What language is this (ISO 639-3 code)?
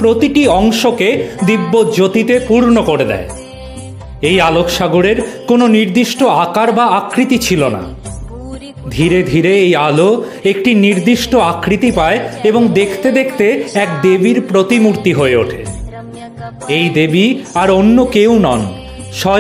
ben